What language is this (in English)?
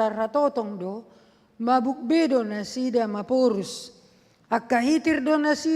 Batak Toba